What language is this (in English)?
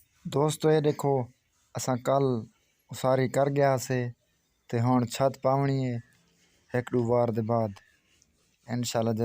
Saraiki